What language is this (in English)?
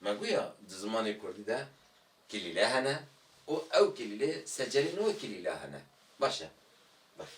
Kurdish